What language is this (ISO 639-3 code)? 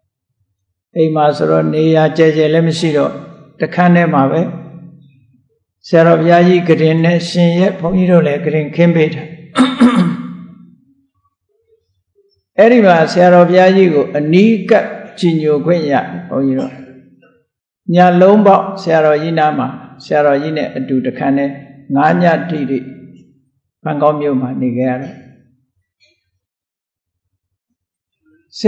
mya